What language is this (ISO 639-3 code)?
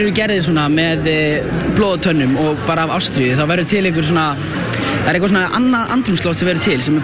isl